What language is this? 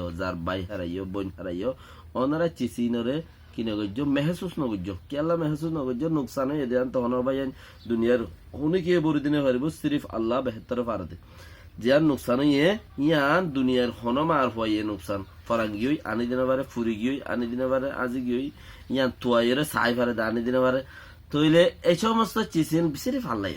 Rohingya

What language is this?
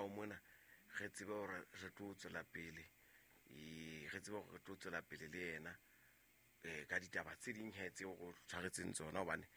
Southern Sotho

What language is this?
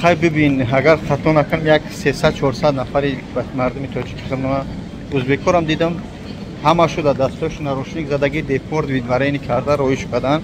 Tajik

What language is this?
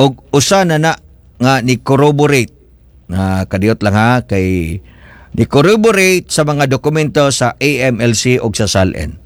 Cebuano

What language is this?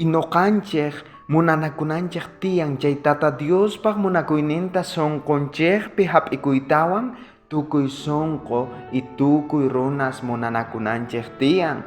South Bolivian Quechua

